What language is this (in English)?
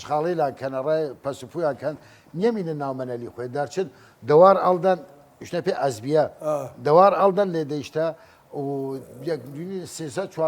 Southern Kurdish